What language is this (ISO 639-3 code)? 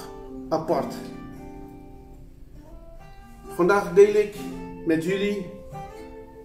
nld